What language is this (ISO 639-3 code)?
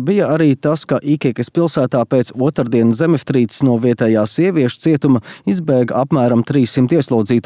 lav